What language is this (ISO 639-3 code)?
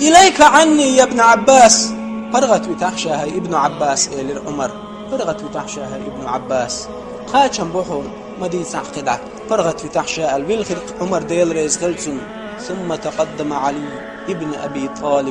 che